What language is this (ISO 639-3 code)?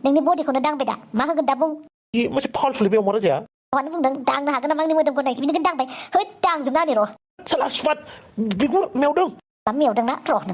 brx